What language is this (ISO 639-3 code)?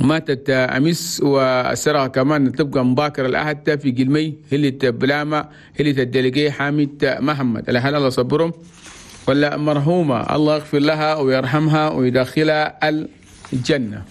shu